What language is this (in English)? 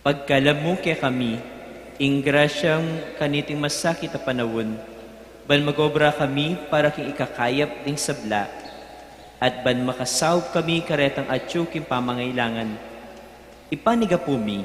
Pampanga